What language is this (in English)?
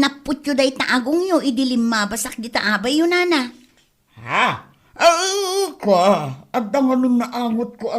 Iloko